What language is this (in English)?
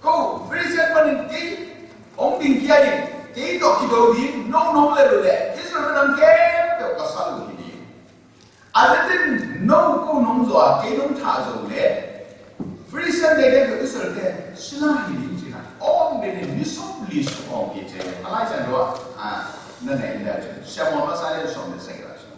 Tedim Chin